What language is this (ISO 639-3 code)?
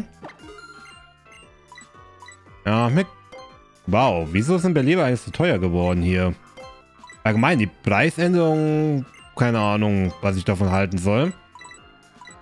deu